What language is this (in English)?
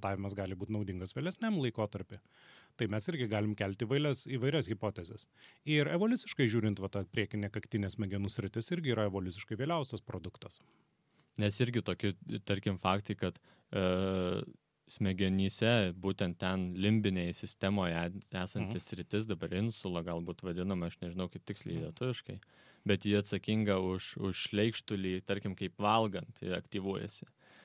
Lithuanian